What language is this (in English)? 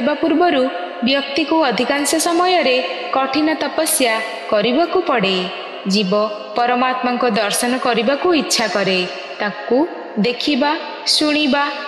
Odia